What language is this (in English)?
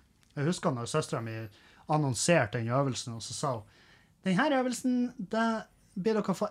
Norwegian